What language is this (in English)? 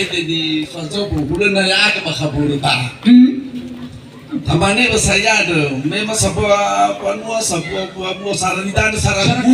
Nias